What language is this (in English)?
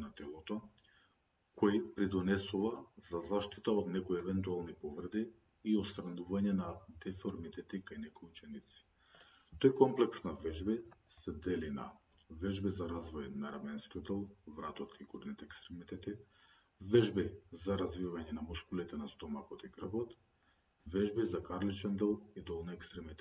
Macedonian